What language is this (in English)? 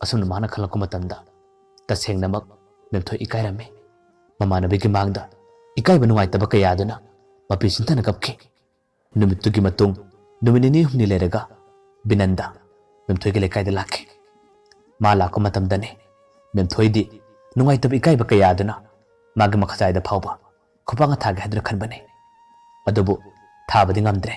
Manipuri